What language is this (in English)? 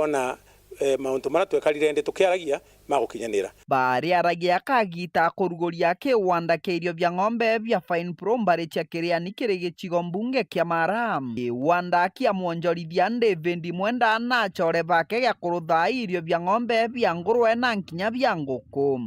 Meru